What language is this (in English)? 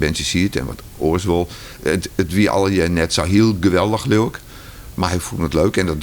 Western Frisian